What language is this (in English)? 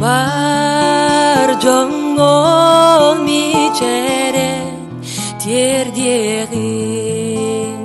Yakut